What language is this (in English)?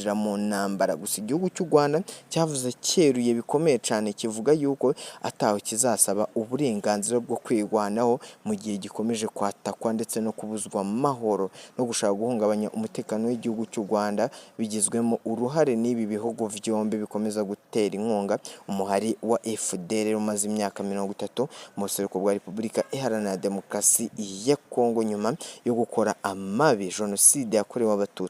Rundi